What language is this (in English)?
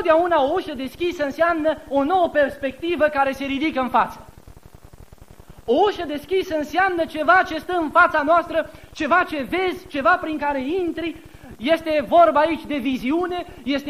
Romanian